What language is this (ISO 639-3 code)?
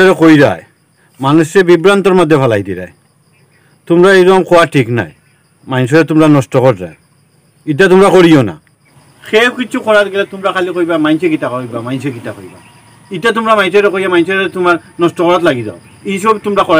syl